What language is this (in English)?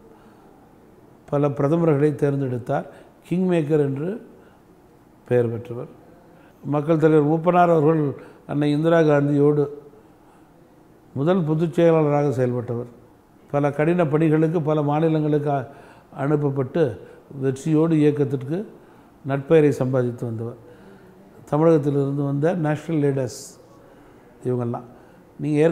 Tamil